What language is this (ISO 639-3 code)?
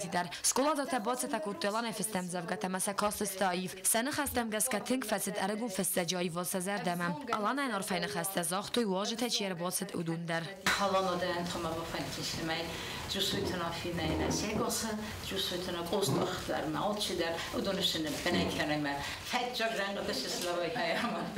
oss